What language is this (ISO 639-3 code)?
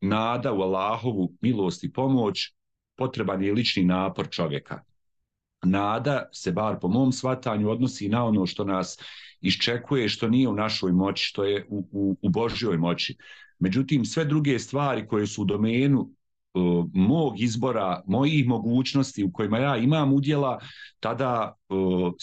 bos